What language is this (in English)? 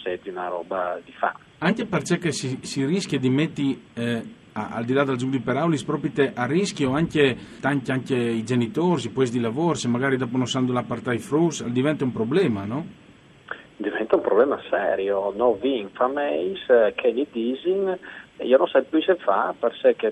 Friulian